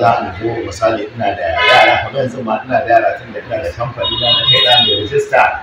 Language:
Hausa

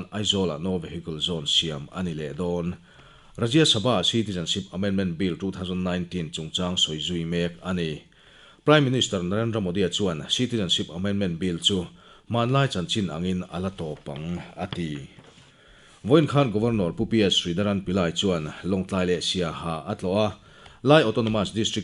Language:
Mizo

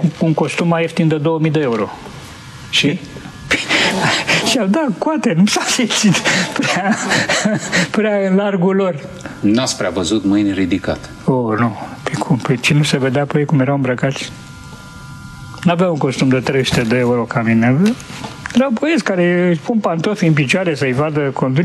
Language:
Romanian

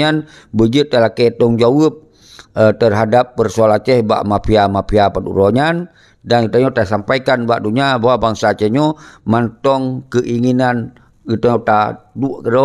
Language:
Achinese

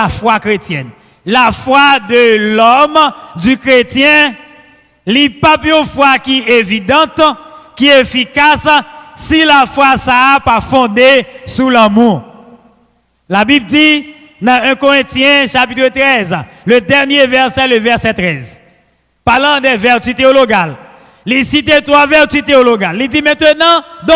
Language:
French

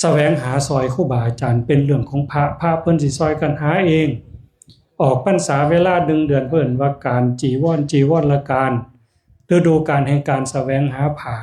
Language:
Northeastern Thai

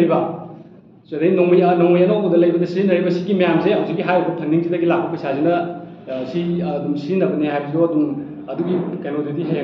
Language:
Manipuri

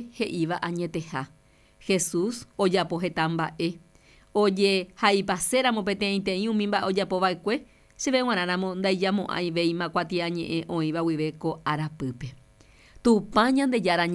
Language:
Guarani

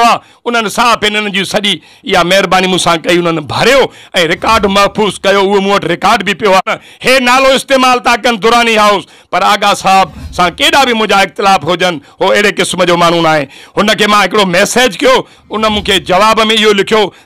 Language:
Sindhi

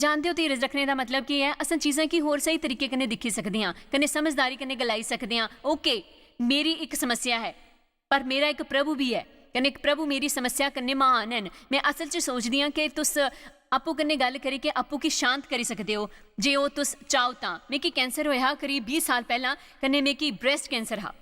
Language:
Dogri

